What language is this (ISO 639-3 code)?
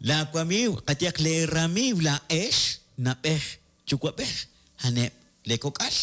kek